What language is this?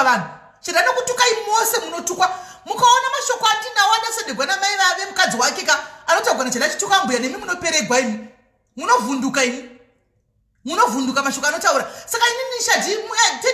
Shona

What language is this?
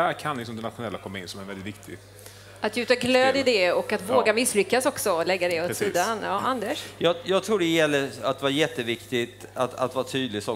Swedish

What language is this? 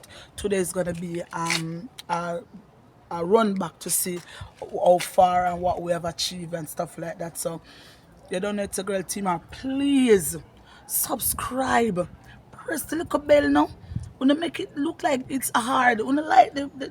Jamaican Creole English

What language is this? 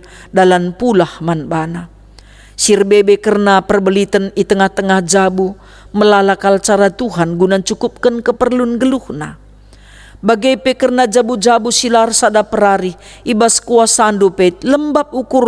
Batak Karo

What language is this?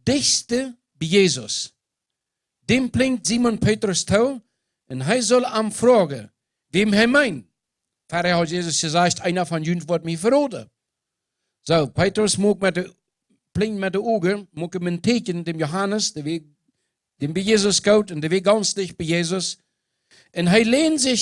Plautdietsch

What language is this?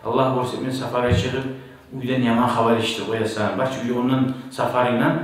Kumyk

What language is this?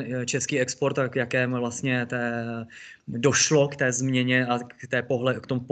Czech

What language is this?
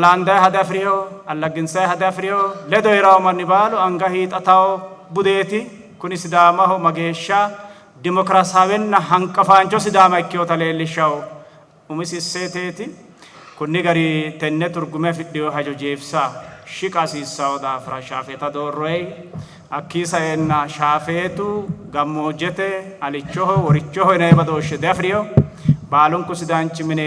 Sidamo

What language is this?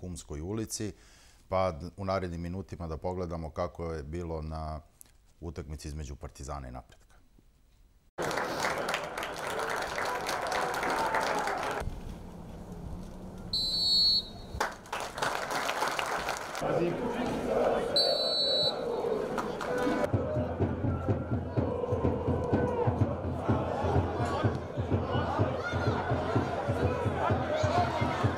Serbian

